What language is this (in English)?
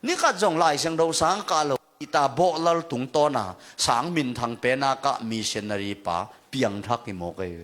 Tedim Chin